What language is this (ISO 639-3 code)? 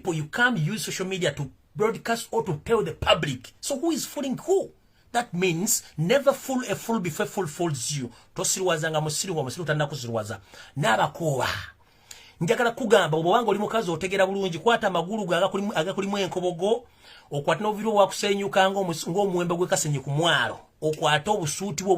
lug